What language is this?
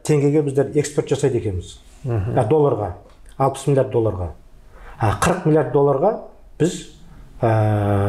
Kazakh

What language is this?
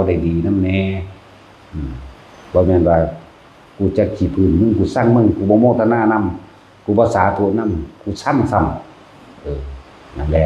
Northeastern Thai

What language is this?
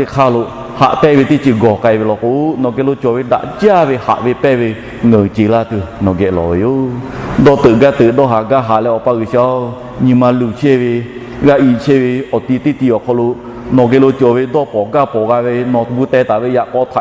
Lahu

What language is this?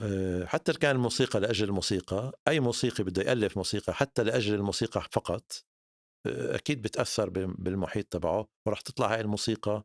North Levantine Arabic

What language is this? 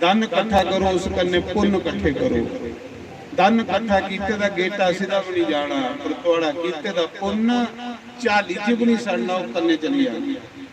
Dogri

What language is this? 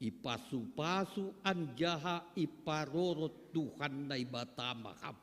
Batak Simalungun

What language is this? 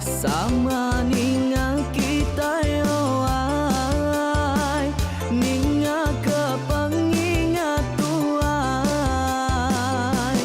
Iban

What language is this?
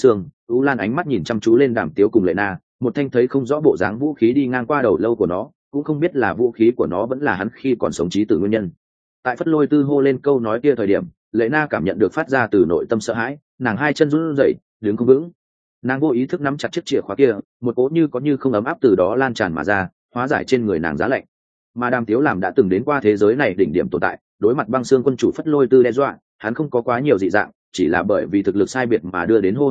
Vietnamese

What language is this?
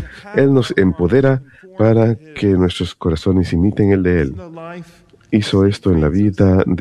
Spanish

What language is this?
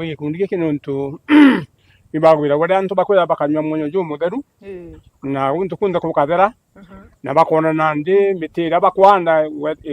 Meru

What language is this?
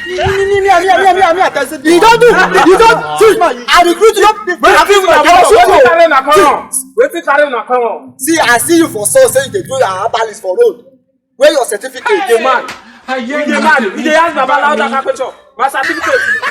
Nigerian Pidgin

